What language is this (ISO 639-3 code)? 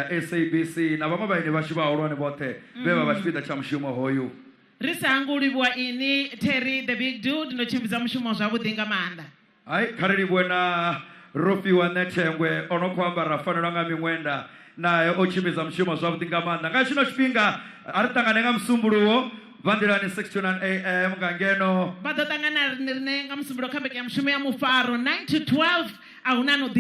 ven